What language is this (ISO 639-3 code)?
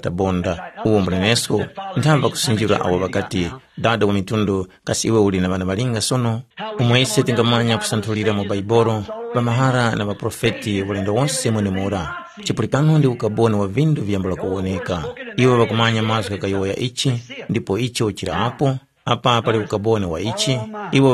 tum